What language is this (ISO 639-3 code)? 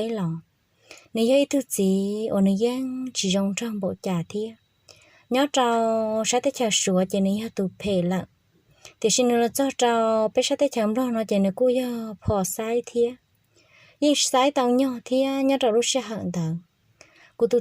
hmn